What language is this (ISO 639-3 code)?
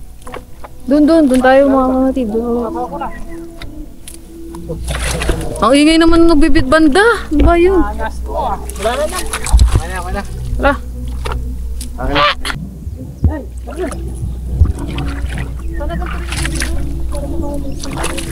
fil